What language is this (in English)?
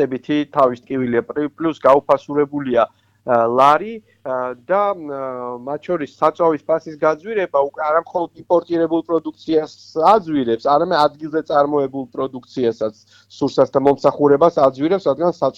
Georgian